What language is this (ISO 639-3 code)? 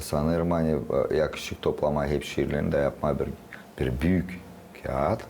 gag